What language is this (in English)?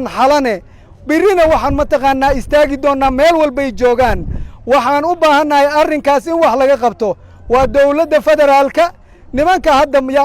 Somali